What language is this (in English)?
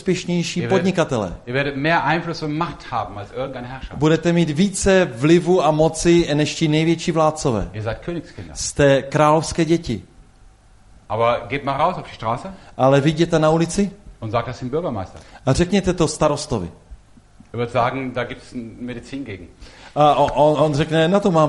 Czech